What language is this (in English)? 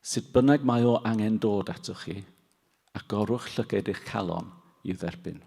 Welsh